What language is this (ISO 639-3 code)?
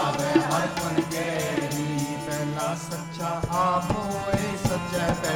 pan